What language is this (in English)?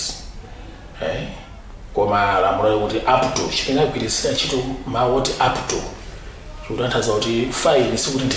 Nyanja